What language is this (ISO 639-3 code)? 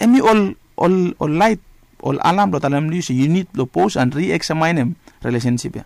bis